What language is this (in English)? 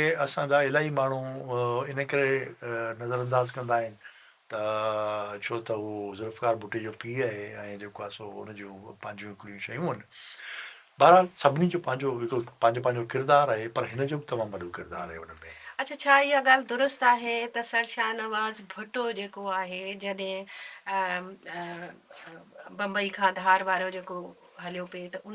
Sindhi